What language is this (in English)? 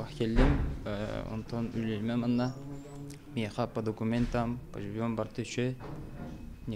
Yakut